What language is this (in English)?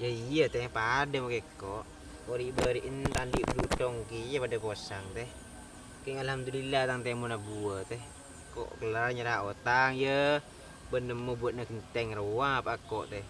Madurese